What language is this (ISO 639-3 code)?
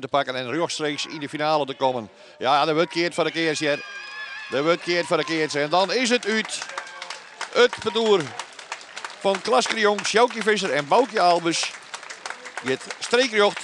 fry